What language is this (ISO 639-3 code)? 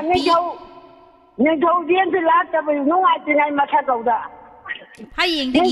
mni